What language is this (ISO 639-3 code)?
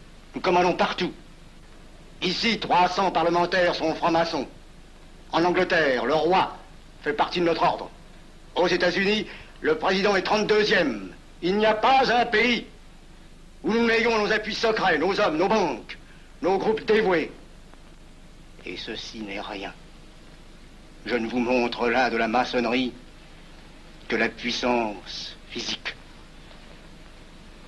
fra